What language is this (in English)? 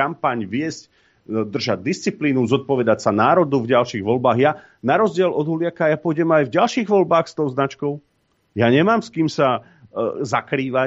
Slovak